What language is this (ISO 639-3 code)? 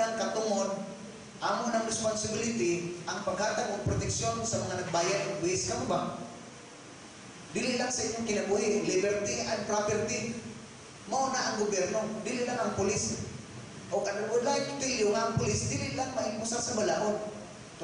ceb